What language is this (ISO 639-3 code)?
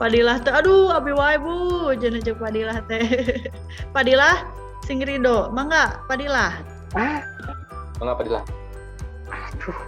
sun